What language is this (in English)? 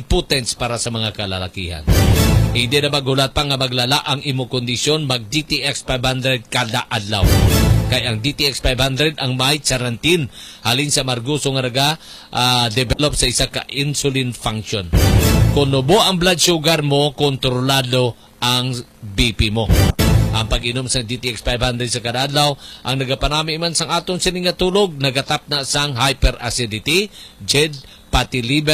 Hiligaynon